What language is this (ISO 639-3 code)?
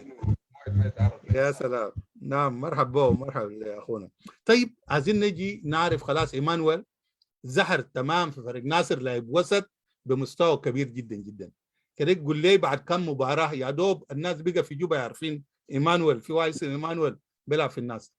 apd